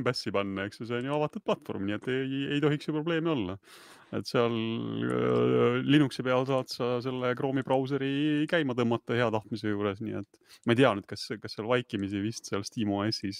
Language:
Estonian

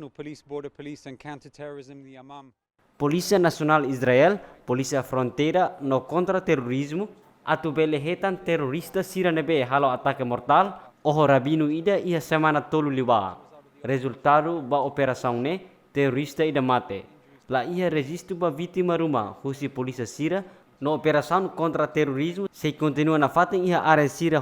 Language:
Tetum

